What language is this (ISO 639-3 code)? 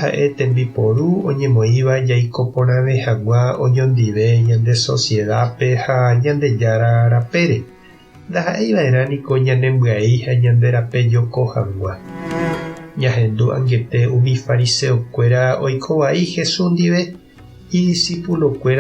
grn